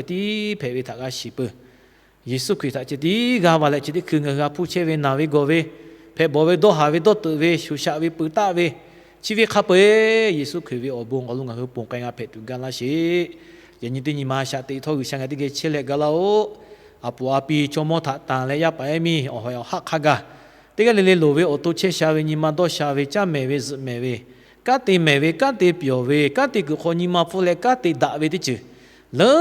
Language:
Lahu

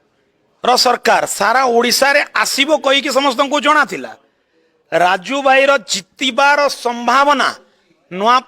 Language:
Odia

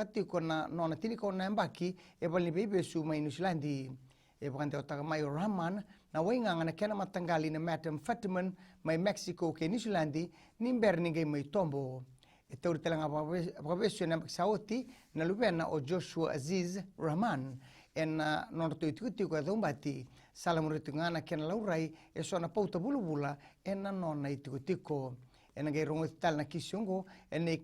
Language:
Fijian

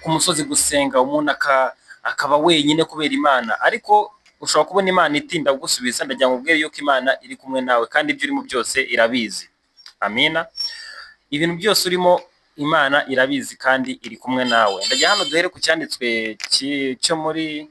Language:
Kinyarwanda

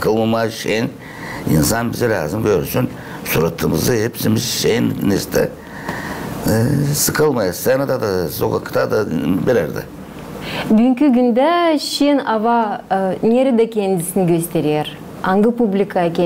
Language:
Gagauz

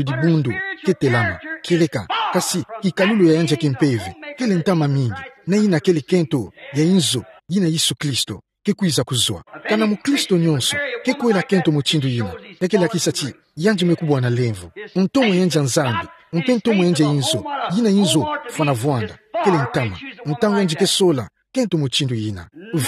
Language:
Kituba (Democratic Republic of Congo)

